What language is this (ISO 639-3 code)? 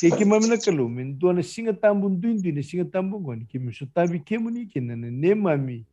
fij